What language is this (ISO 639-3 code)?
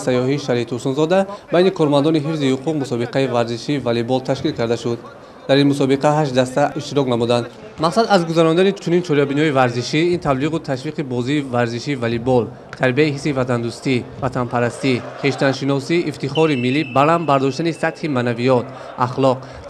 tgk